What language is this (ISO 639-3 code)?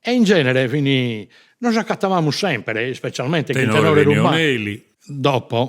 srd